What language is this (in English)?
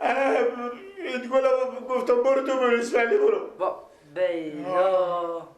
Persian